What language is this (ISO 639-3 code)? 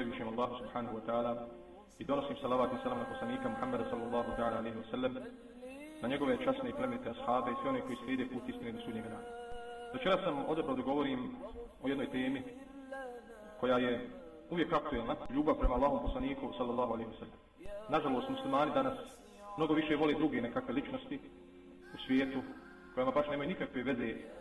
bos